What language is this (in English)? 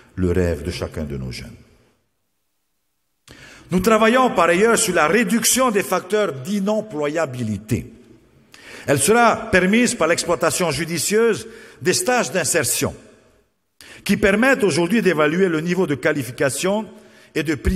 French